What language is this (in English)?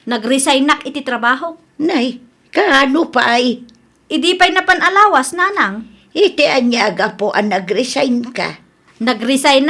Iloko